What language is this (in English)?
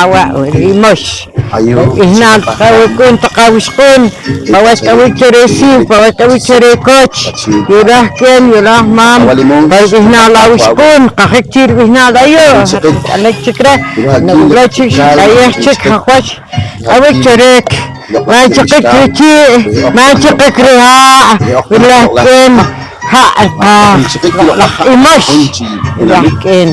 Poqomchi'